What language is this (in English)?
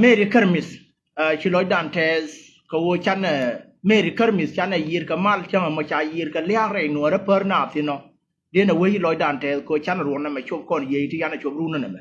Nuer